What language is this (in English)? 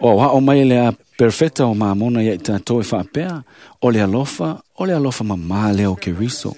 Samoan